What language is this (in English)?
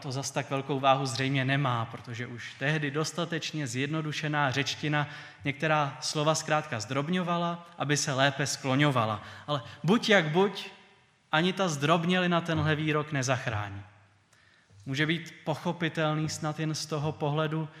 Czech